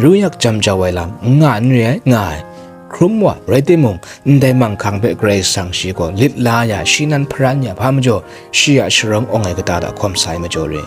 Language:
Kachin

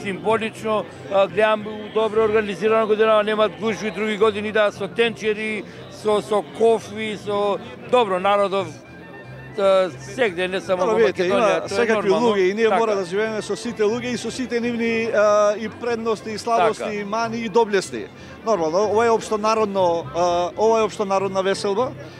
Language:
Macedonian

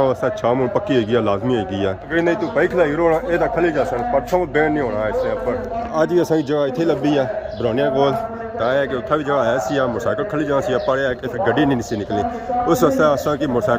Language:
Pahari-Potwari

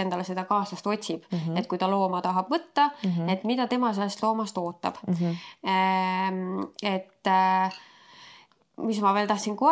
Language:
Estonian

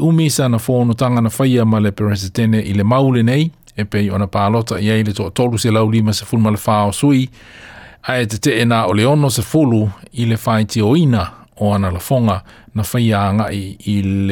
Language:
Samoan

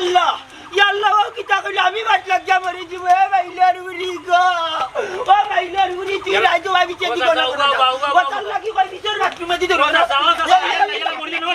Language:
Sylheti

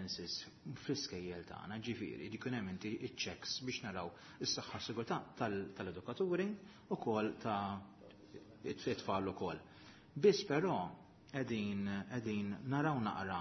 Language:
Maltese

